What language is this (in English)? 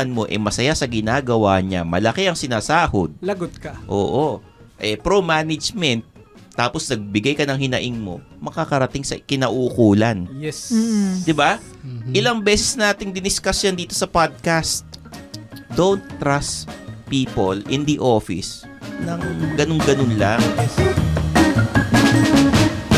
Filipino